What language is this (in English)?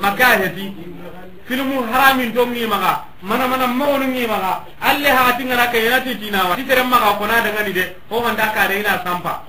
Soninke